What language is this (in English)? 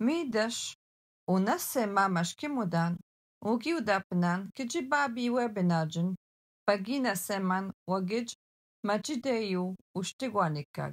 Algonquin